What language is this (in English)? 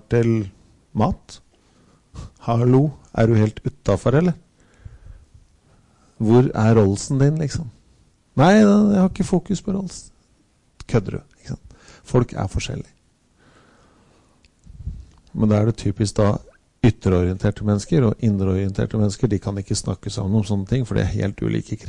Norwegian